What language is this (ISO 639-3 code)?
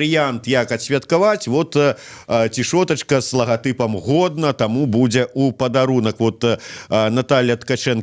bel